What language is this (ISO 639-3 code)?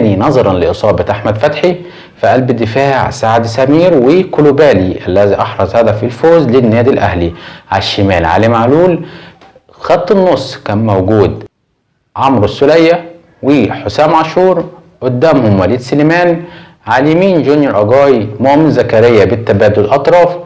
arz